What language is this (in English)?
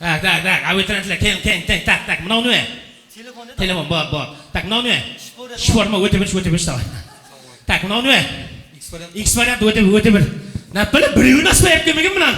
Kara-Kalpak